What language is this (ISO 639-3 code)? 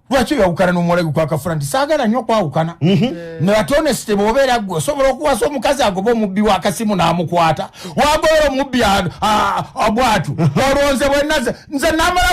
lug